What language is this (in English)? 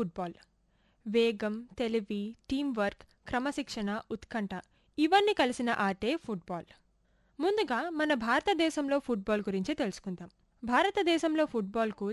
Telugu